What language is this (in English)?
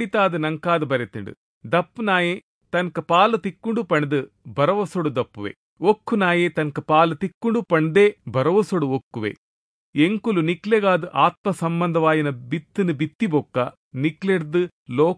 Tulu